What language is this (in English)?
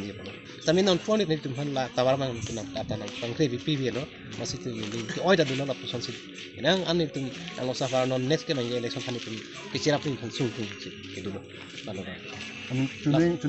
Karbi